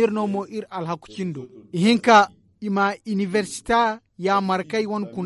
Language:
Zarma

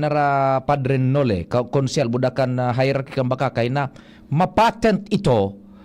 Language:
Bikol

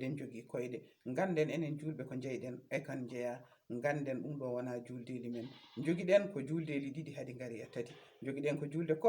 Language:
Fula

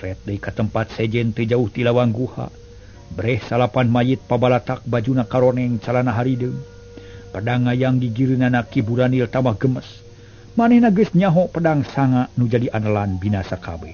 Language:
Sundanese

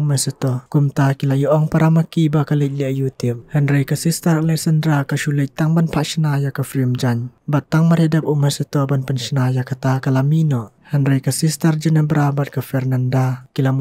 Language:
Khasi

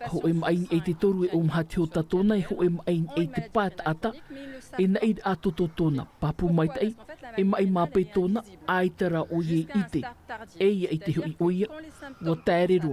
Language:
Tahitian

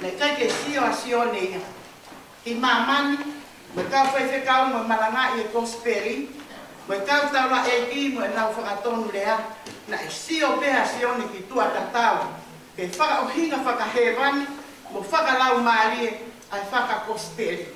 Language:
Tongan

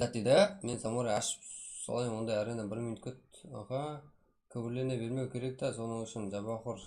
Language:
Kara-Kalpak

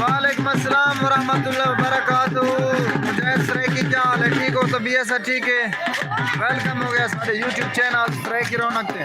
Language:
Saraiki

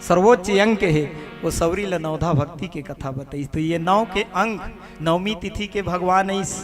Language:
Chhattisgarhi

